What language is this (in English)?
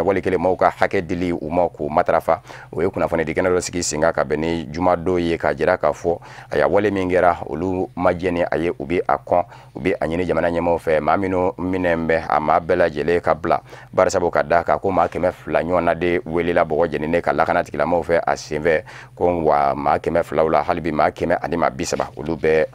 Bambara